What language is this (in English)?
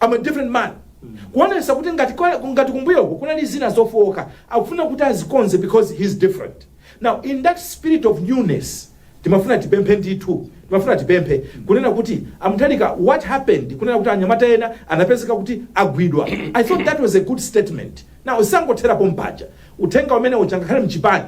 Nyanja